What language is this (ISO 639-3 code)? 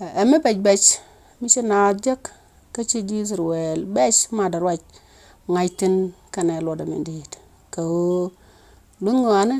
nus